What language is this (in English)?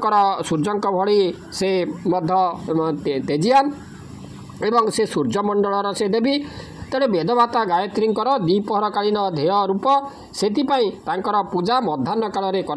Odia